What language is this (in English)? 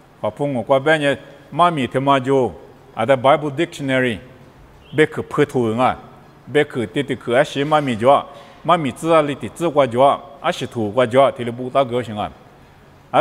Lisu